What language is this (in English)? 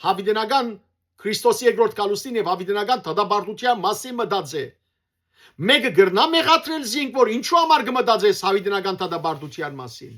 Western Armenian